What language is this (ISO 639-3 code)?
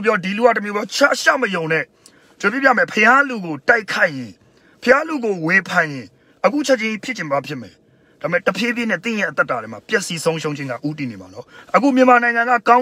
mya